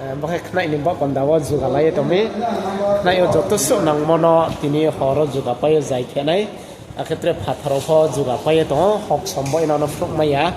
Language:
Riang (India)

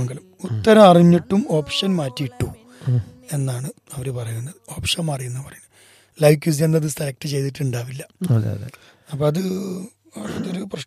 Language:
Malayalam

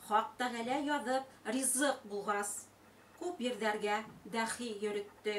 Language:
Bashkir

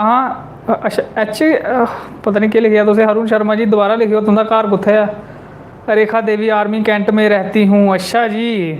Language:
Dogri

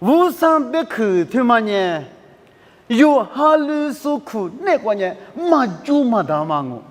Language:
Lisu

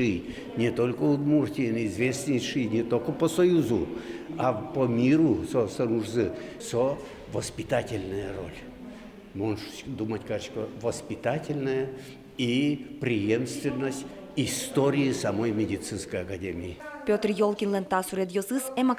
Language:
Udmurt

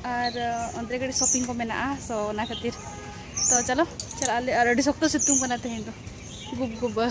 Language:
Santali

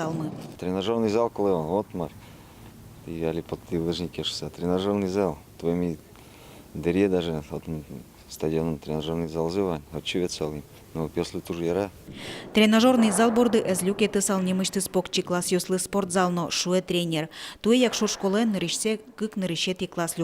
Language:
Udmurt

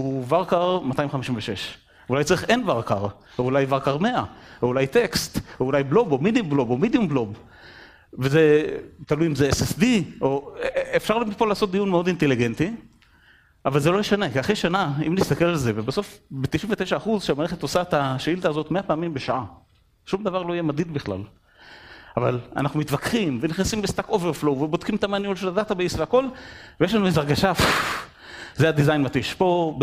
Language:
Hebrew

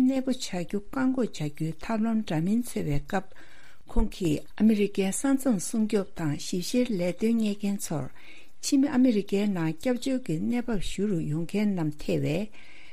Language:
Tibetan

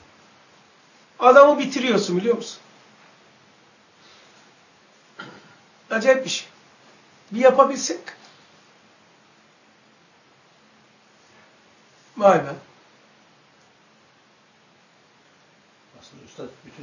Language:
Turkish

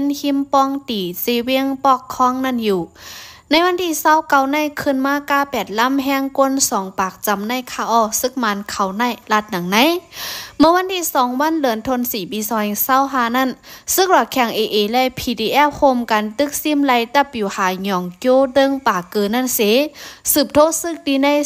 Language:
Shan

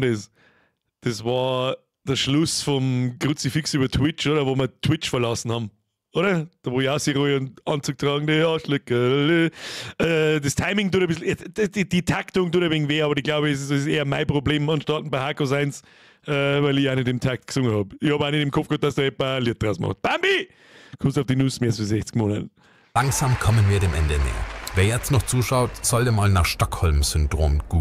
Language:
Bavarian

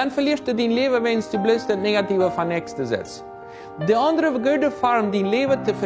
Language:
Plautdietsch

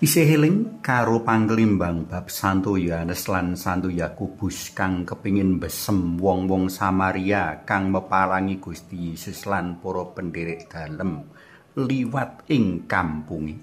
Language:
Javanese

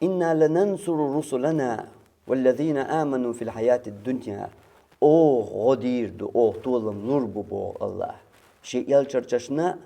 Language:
Chechen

